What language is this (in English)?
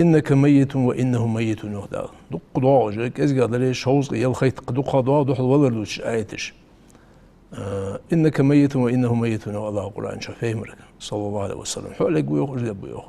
Ingush